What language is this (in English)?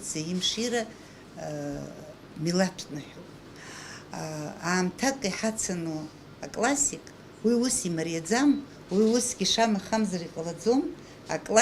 Abkhazian